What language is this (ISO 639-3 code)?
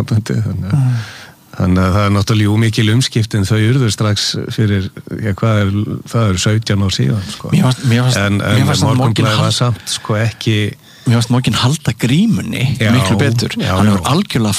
isl